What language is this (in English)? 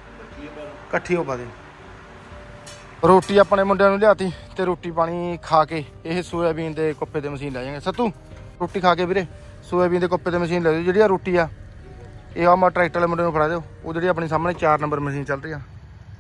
Punjabi